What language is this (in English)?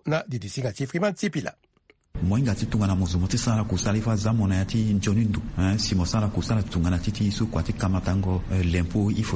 Sango